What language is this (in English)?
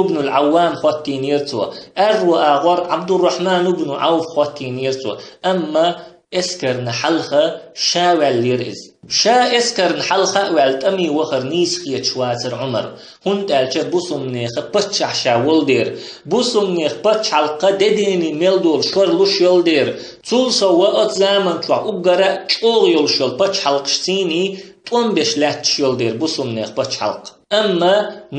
Chechen